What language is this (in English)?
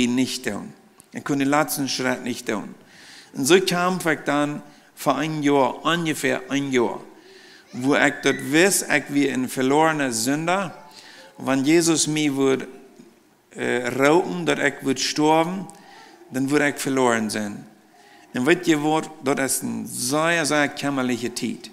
Plautdietsch